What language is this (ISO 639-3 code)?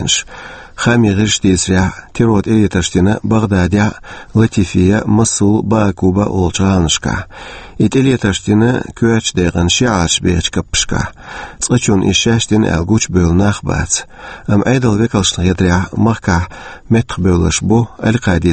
che